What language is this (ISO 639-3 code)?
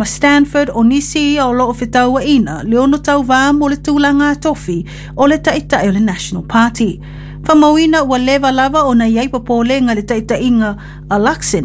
smo